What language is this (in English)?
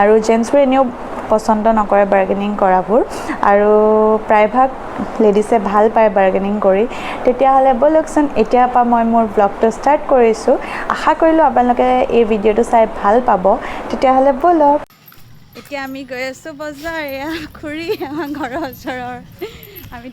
Assamese